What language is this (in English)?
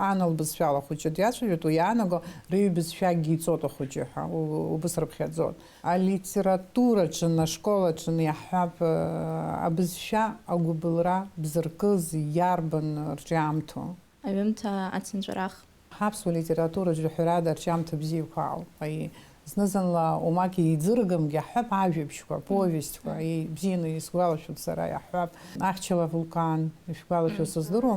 Abkhazian